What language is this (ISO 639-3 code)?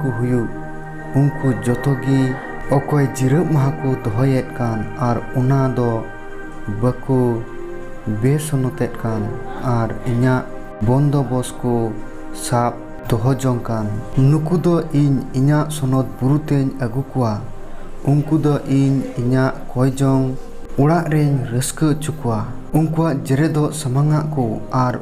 sat